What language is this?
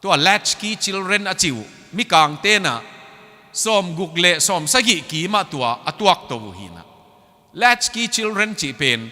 Tedim Chin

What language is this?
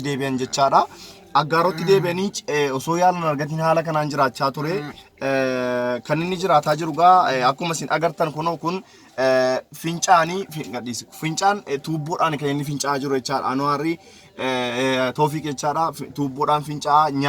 Oromo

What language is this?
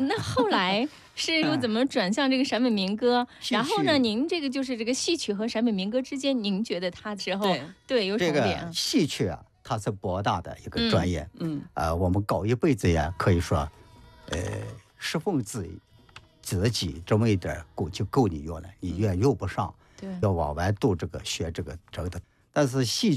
Chinese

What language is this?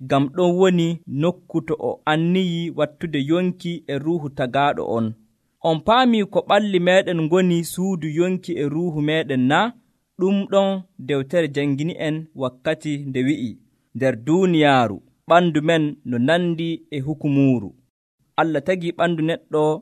Nigerian Fulfulde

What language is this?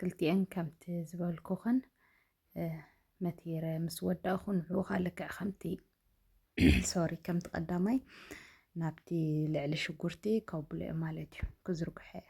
Tigrinya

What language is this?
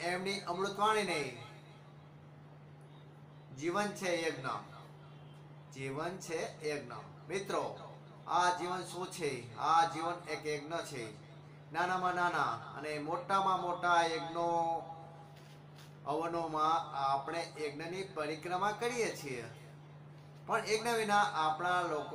Gujarati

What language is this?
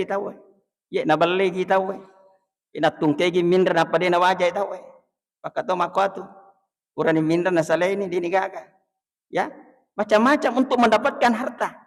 Buginese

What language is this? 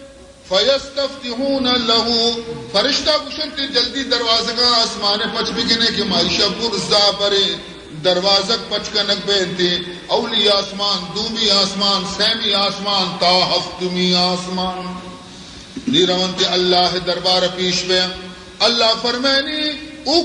Baluchi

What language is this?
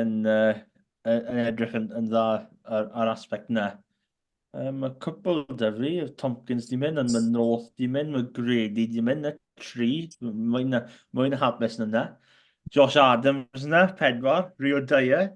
Welsh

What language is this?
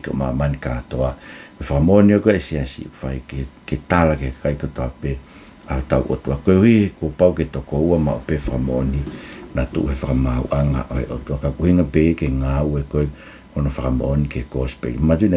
Tongan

